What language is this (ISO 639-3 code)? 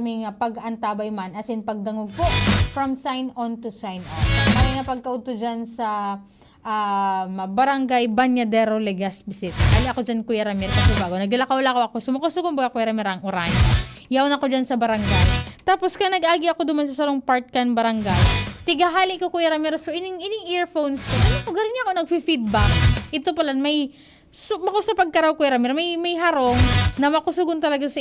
bik